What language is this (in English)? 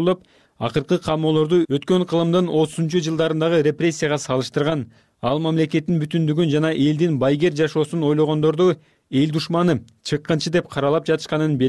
Kyrgyz